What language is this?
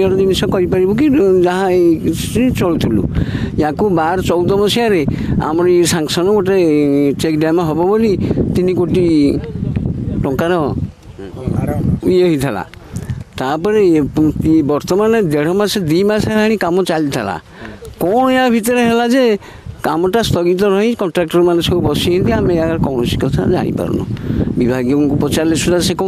Odia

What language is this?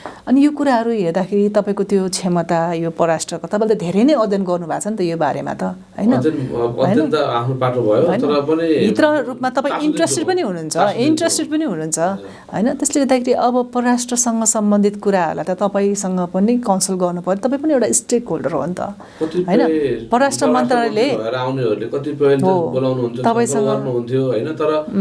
Nepali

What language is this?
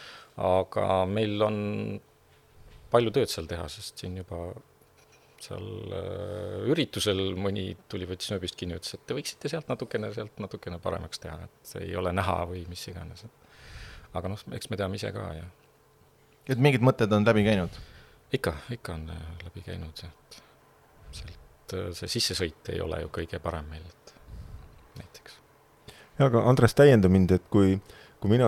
Estonian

